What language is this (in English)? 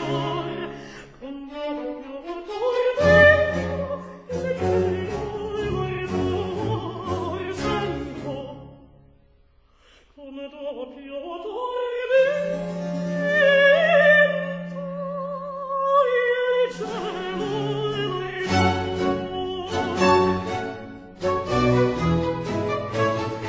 Italian